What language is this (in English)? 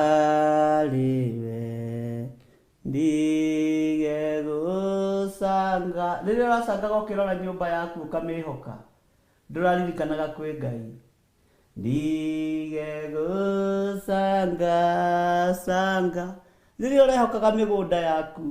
Kikuyu